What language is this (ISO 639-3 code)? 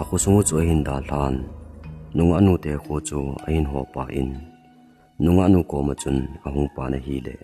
tcz